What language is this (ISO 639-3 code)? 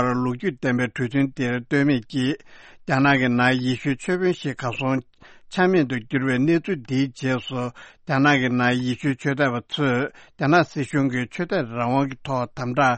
bod